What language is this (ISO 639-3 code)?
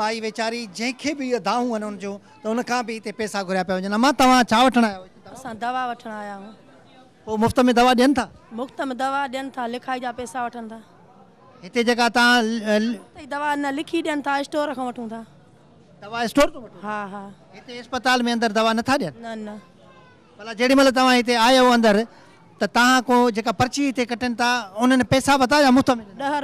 snd